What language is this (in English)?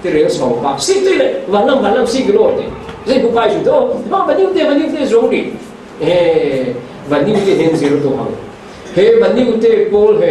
Falam Chin